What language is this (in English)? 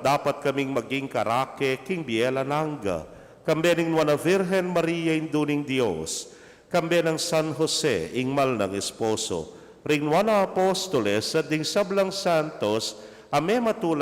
Pampanga